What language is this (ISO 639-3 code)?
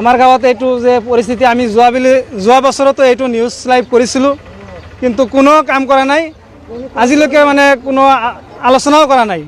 asm